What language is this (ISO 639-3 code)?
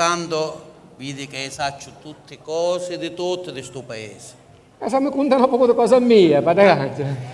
scn